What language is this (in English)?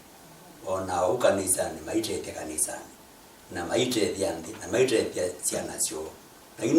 Kamba